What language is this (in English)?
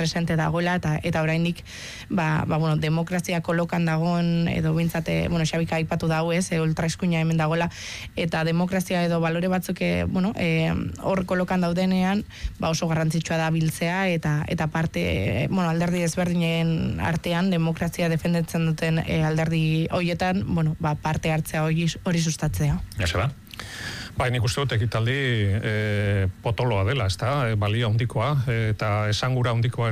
Basque